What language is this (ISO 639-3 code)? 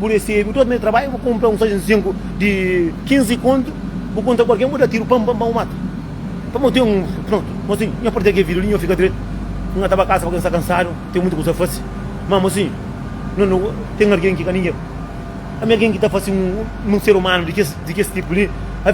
kea